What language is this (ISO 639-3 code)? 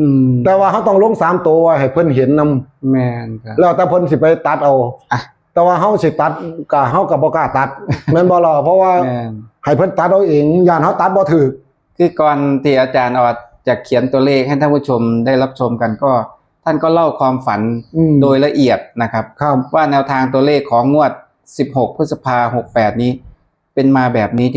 tts